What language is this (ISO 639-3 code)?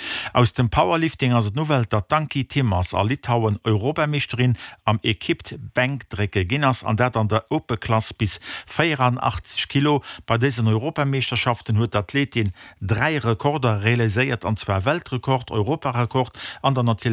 ltz